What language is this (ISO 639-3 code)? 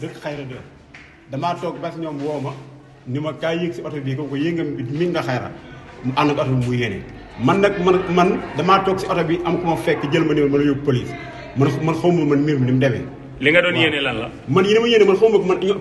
wol